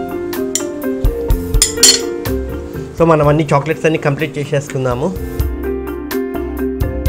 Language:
Telugu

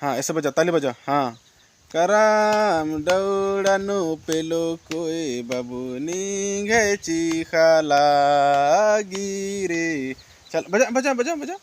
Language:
Kurukh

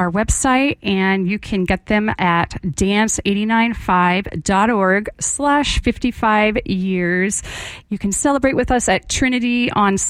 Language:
English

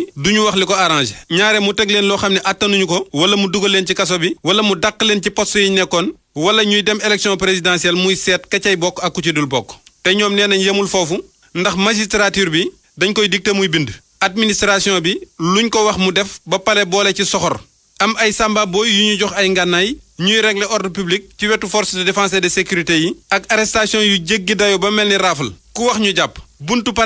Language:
Wolof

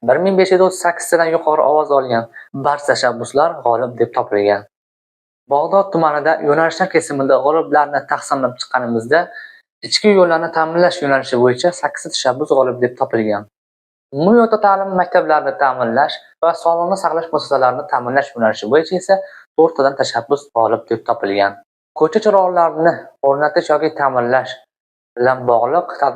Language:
Uzbek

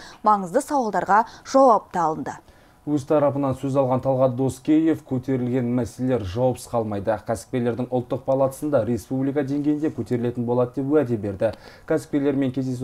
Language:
Kazakh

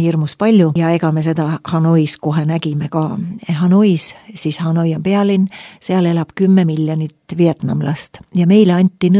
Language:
Estonian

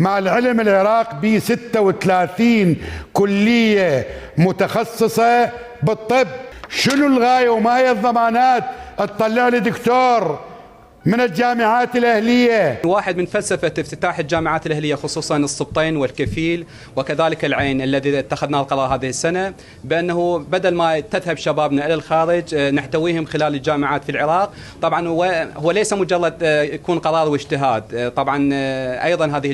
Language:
Mesopotamian Arabic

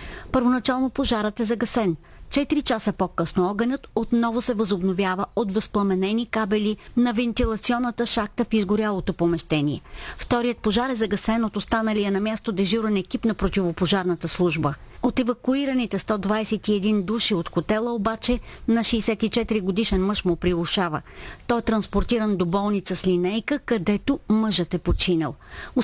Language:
Bulgarian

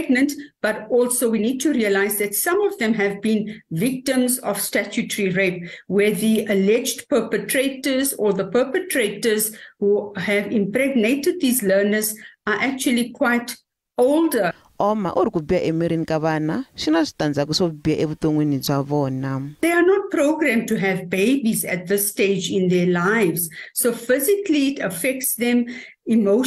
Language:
Tsonga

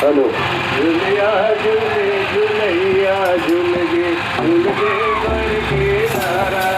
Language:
Chhattisgarhi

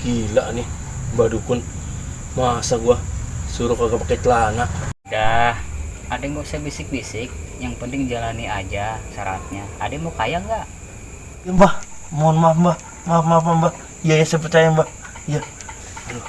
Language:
Betawi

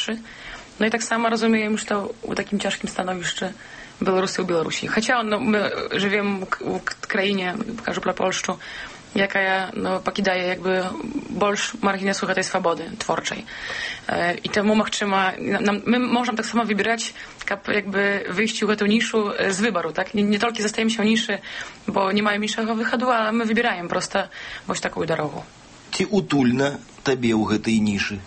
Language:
Belarusian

